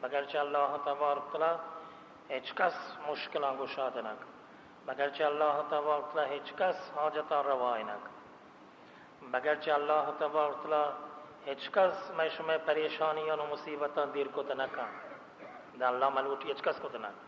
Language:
Baluchi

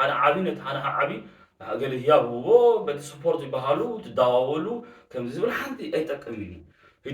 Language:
Tigrinya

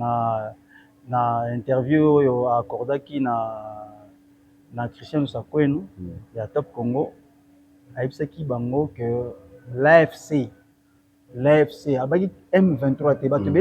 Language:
Lingala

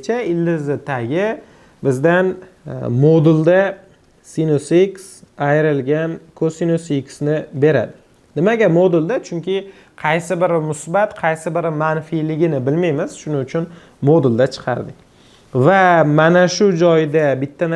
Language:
Uzbek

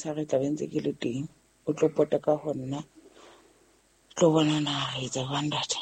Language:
Southern Sotho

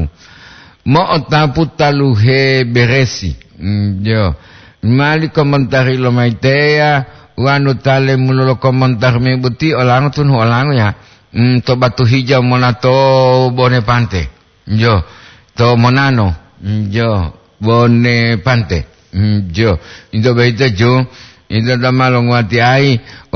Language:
Gorontalo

